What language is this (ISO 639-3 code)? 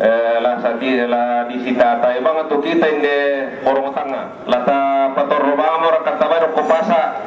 sda